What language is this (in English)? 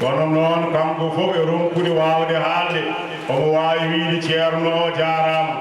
Fula